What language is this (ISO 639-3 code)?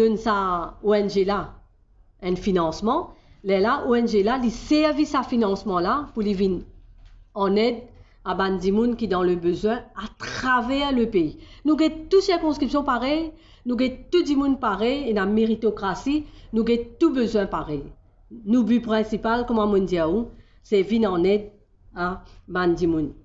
mfe